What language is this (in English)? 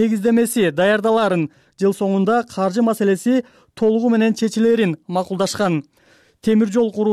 Kyrgyz